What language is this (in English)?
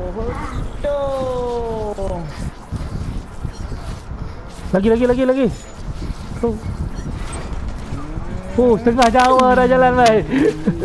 Malay